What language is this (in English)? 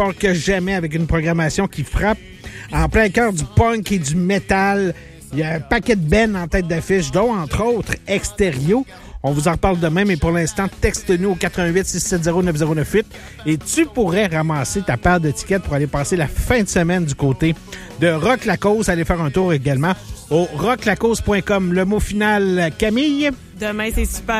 French